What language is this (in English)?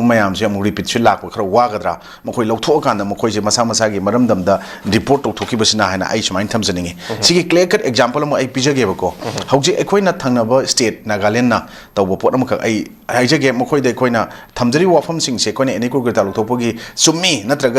Manipuri